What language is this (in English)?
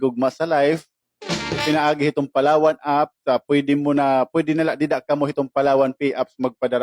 Waray